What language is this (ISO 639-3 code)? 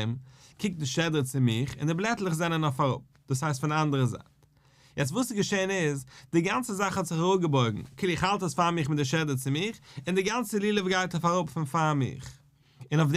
yid